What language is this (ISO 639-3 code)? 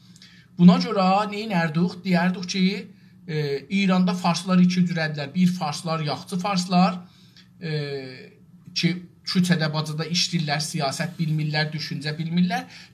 azb